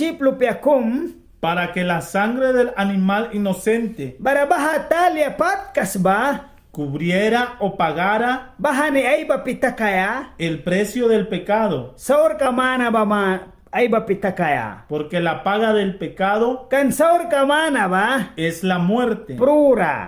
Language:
Mískito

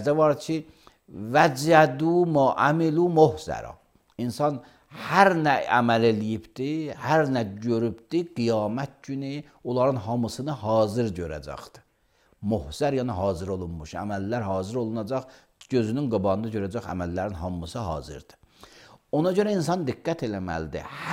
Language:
Azerbaijani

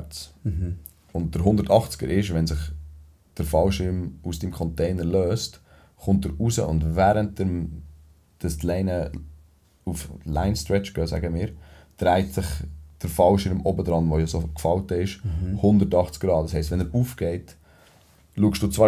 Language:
Swiss German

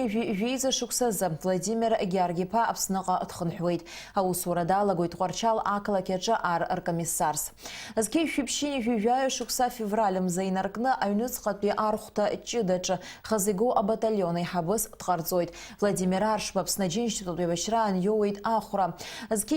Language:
Abkhazian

